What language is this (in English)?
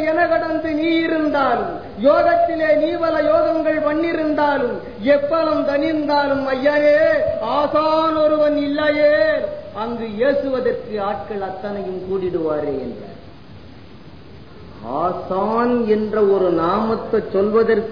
Tamil